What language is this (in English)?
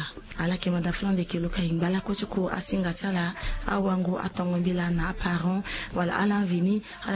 Sango